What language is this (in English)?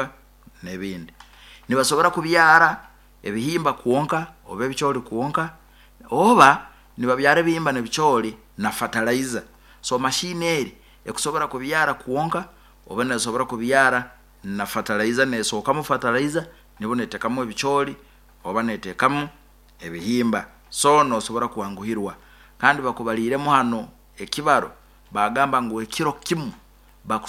Nyankole